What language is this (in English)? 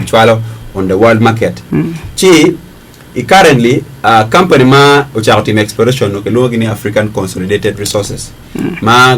Acoli